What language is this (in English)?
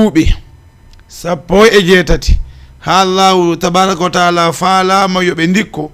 Fula